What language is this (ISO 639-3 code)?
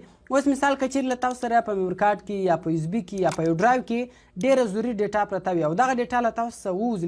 pus